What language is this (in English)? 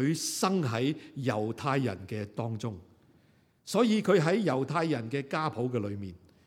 Cantonese